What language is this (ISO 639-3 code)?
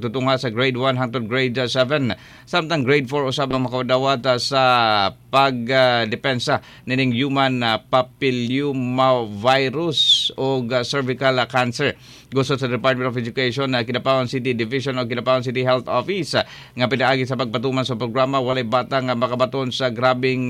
ceb